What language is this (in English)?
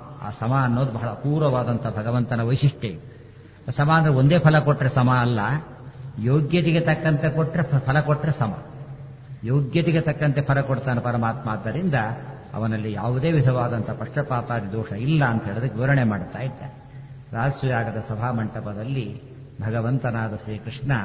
Kannada